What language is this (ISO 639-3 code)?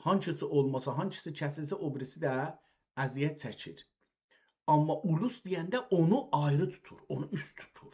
azb